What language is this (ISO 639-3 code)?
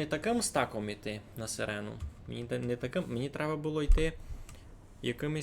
rue